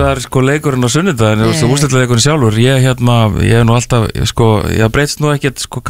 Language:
Icelandic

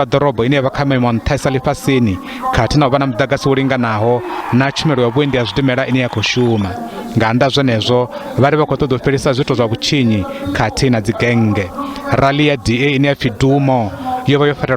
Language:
Venda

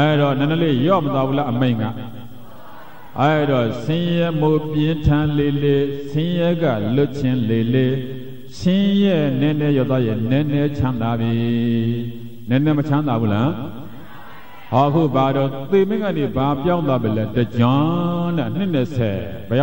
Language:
Burmese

